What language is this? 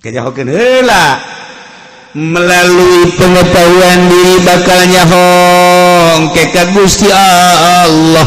Sundanese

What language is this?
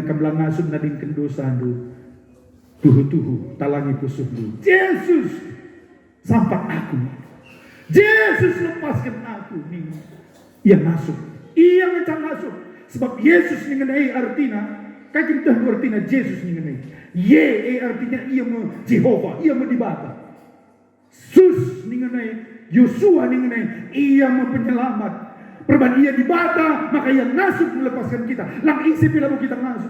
Batak Karo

